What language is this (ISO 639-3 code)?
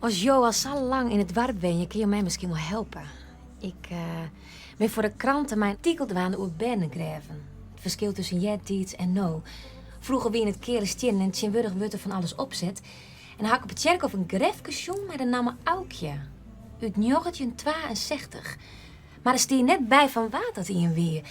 fry